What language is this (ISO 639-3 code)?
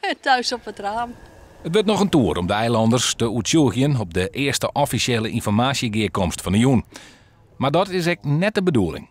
fry